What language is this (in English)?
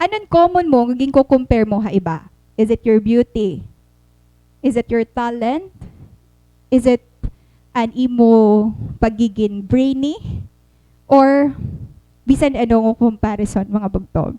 Waray